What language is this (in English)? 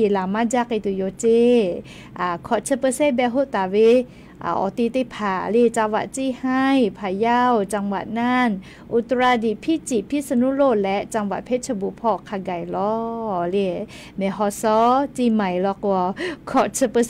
Lahu